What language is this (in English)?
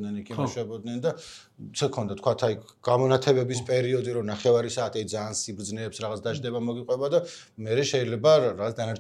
Georgian